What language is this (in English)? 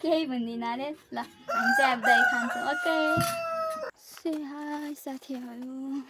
Nepali